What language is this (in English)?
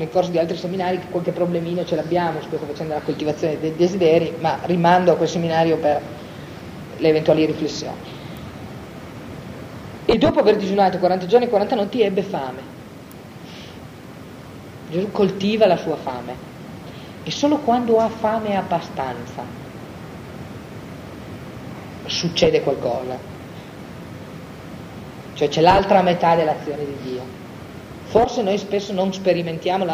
Italian